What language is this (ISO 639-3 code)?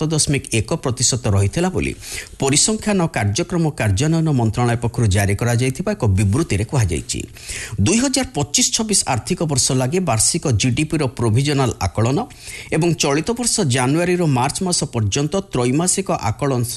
ori